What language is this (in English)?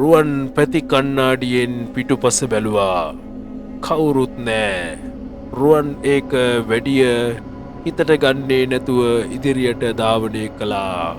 Sinhala